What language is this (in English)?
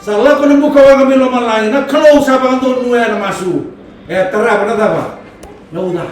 Fijian